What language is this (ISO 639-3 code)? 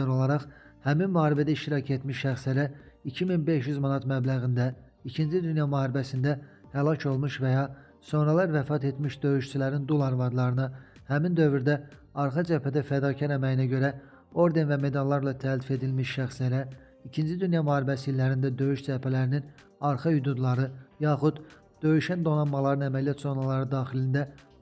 aze